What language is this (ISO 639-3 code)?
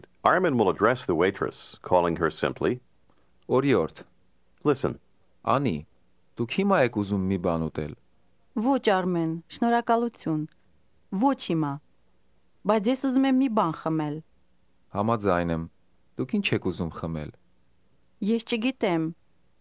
hye